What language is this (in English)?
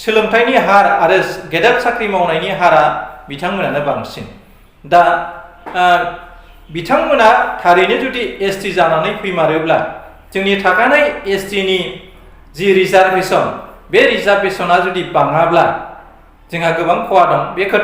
Bodo